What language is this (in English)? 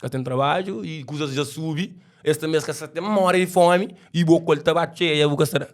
Kabuverdianu